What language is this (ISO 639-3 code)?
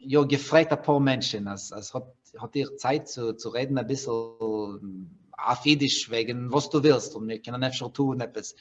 yid